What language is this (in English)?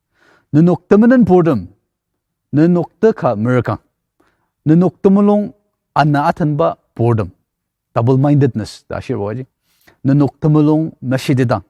Ao Naga